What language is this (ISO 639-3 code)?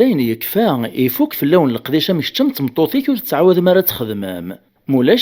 kab